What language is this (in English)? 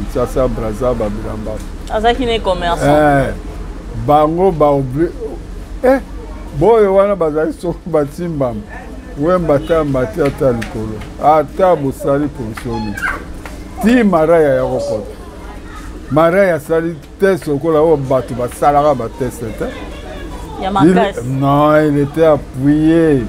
Lingala